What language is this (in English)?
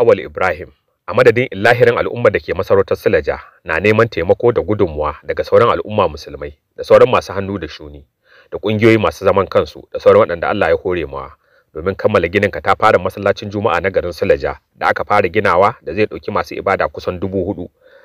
Hausa